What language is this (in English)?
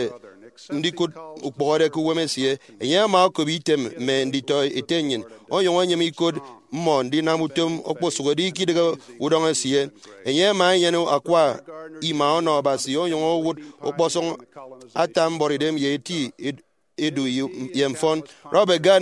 Efik